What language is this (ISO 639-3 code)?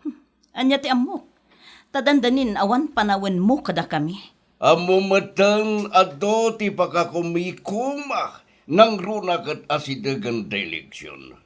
ilo